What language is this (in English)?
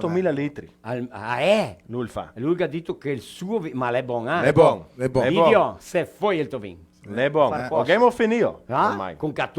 Venetian